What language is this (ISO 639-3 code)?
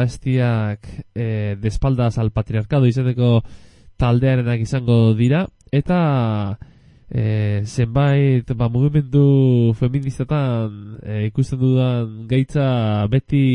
eus